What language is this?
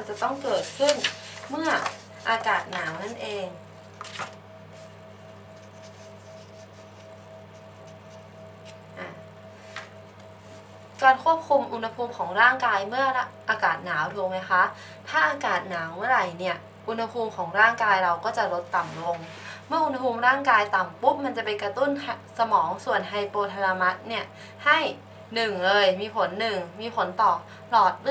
Thai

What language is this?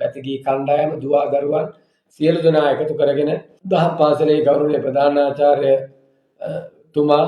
Sinhala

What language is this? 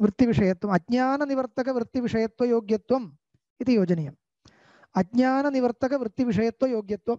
Sanskrit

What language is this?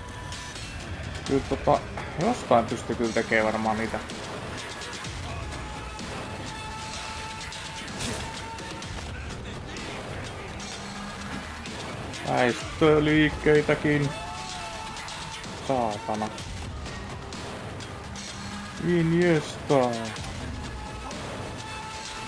Finnish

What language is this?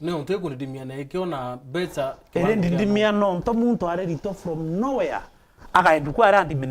Meru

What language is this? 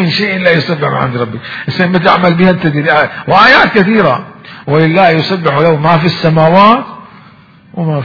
Mesopotamian Arabic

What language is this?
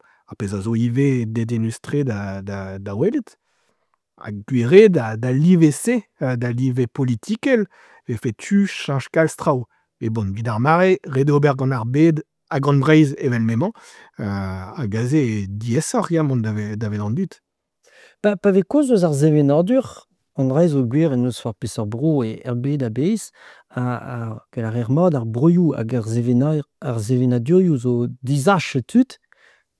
Breton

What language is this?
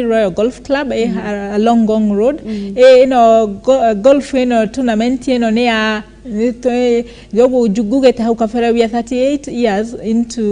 Kikuyu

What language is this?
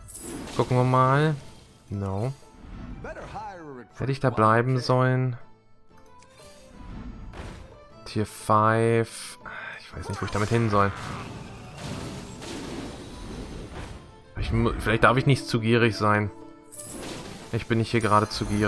German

